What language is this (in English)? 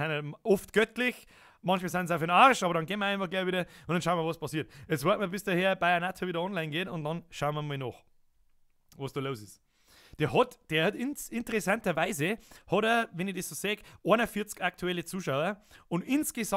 Bavarian